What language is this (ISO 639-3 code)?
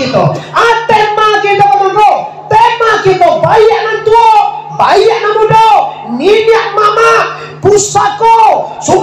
min